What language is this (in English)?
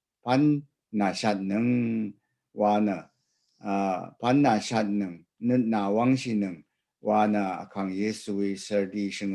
Rawang